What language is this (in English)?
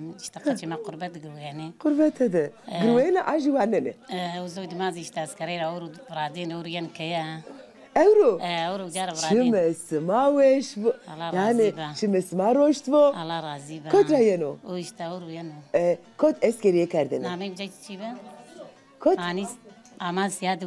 Zaza